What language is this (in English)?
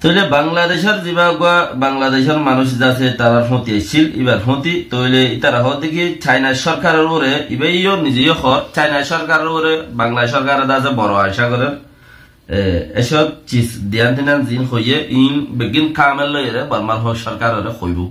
Rohingya